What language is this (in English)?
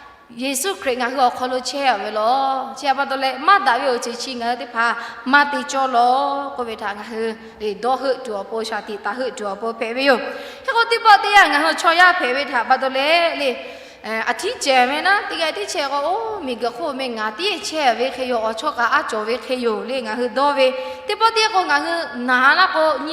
Lahu